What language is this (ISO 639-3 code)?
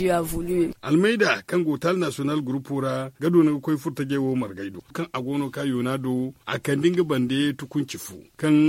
dje